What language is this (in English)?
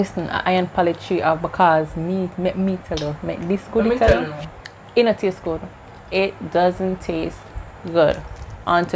Jamaican Creole English